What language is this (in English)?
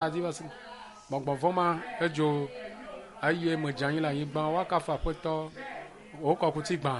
Ewe